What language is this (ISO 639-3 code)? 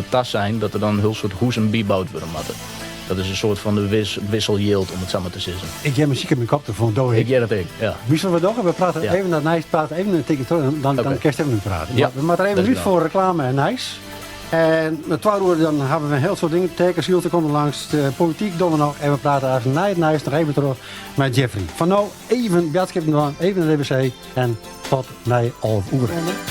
fry